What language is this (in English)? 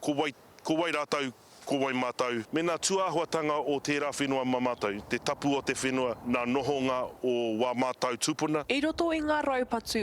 Māori